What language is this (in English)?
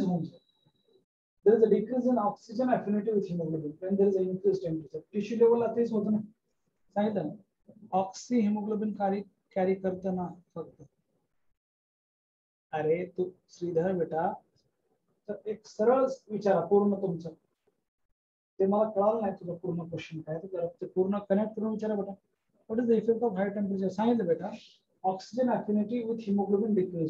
Marathi